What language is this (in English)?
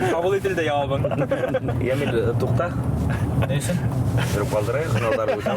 Bashkir